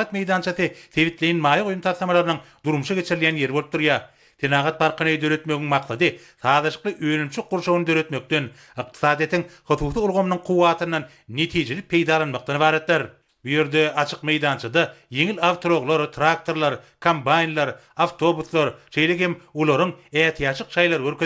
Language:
Turkmen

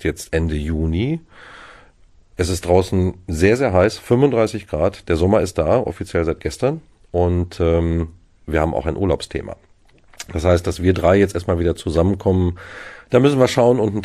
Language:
German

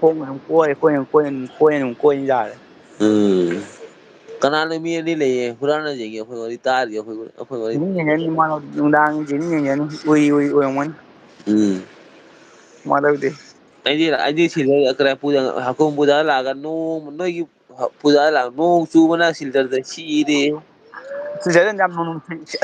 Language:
Manipuri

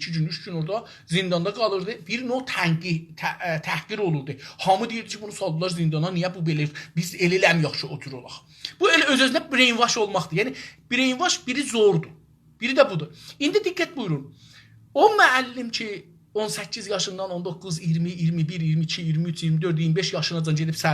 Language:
South Azerbaijani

